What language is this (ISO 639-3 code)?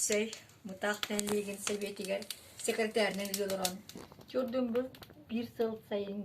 sah